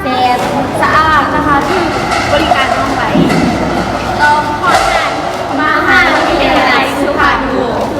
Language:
Lao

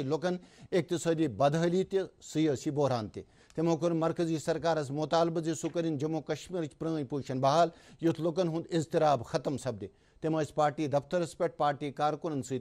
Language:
Kashmiri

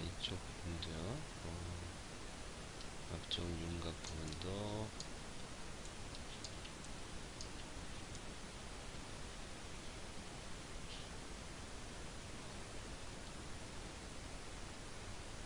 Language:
Korean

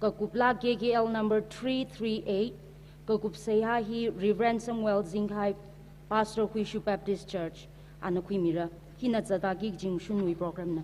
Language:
Tangkhul Naga (India)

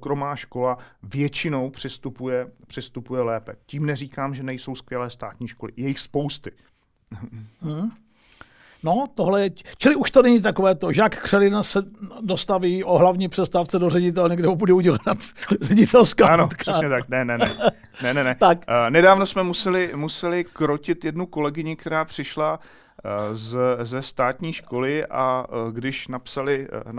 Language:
Czech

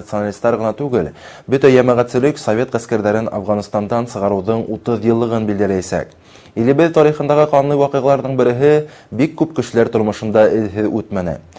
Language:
Bashkir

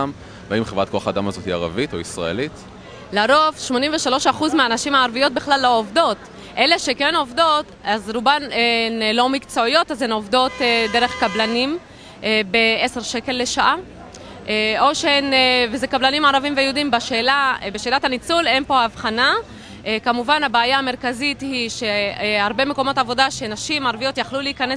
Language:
Hebrew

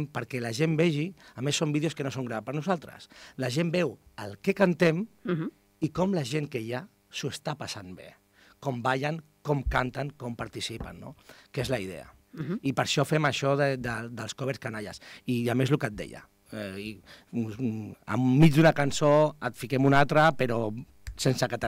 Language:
Catalan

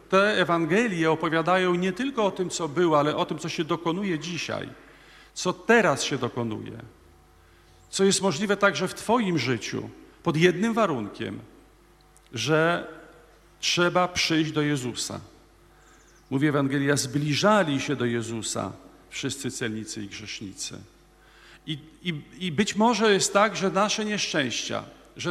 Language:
Polish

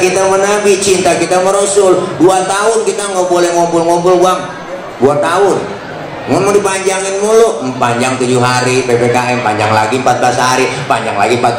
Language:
Betawi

